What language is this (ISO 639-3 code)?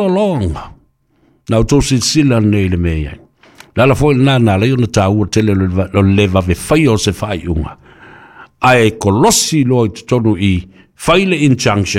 smo